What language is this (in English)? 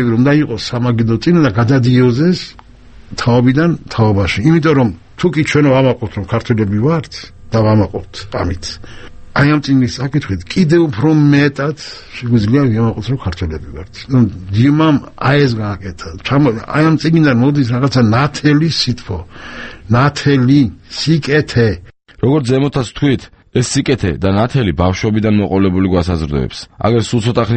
Georgian